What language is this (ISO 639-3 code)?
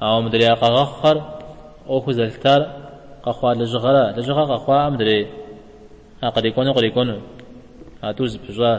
kbd